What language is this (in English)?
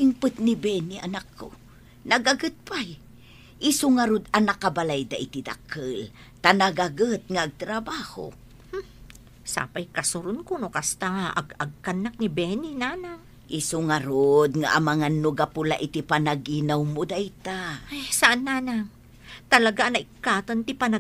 Iloko